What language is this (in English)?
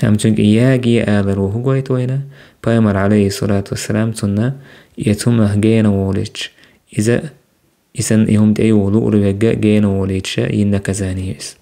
Chechen